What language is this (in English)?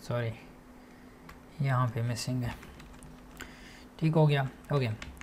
Hindi